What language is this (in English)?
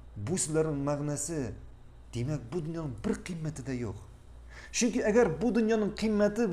Tatar